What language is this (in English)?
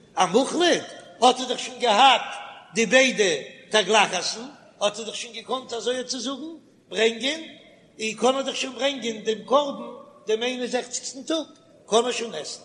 Yiddish